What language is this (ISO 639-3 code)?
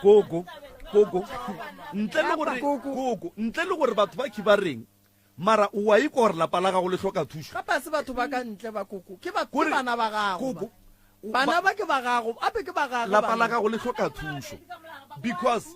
nso